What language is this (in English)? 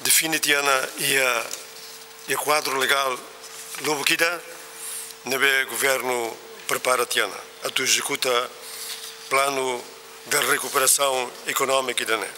Tetum